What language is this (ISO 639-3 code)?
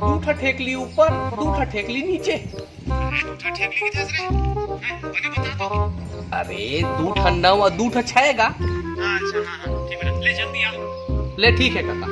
hne